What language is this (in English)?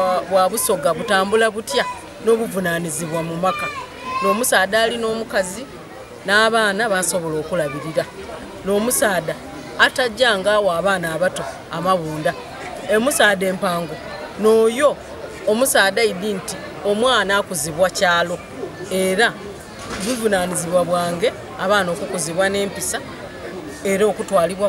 Soga